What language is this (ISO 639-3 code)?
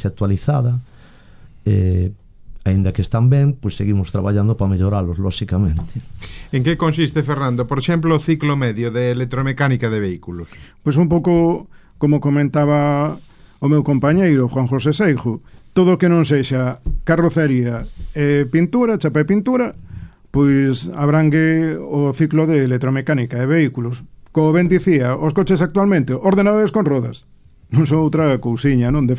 glg